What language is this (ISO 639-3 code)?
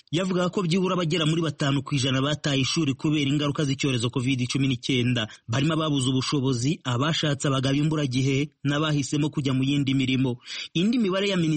kin